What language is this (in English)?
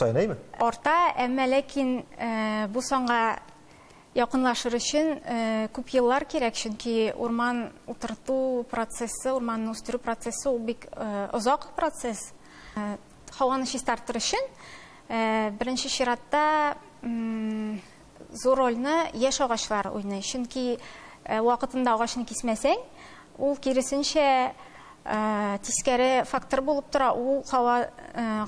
Tatar